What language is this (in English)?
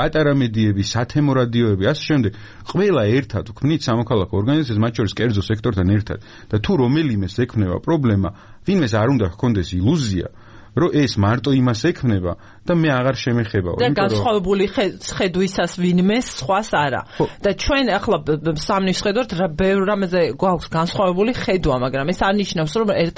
Georgian